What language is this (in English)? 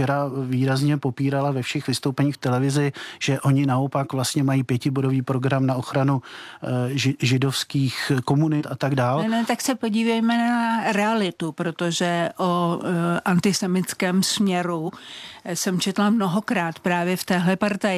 Czech